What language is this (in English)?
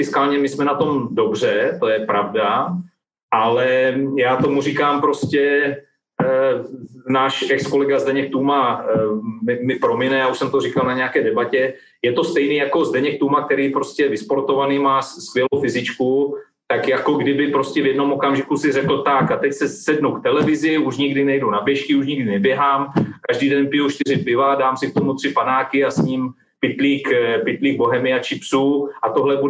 Czech